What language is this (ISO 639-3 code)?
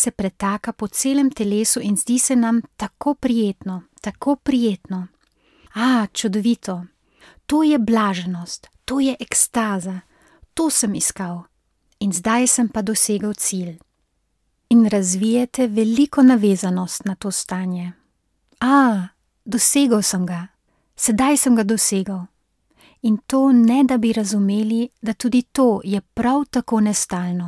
slv